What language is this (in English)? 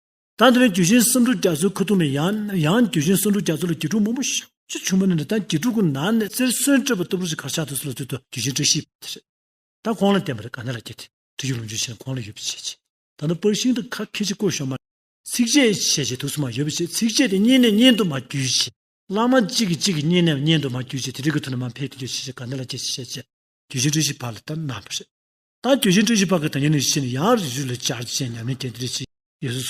Tibetan